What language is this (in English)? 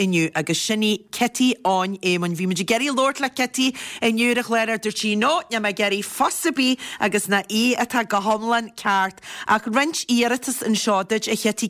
Irish